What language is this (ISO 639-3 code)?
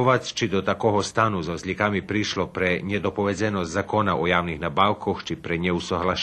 rue